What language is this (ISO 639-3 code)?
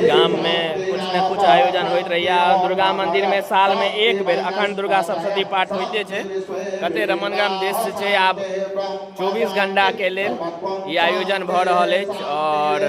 mai